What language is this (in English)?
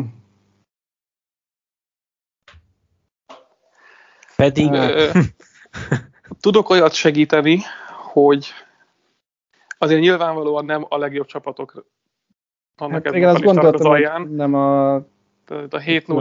Hungarian